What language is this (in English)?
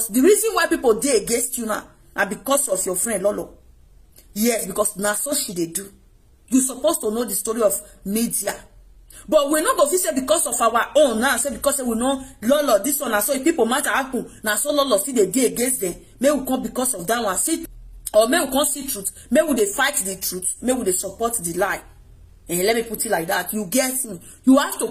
Nigerian Pidgin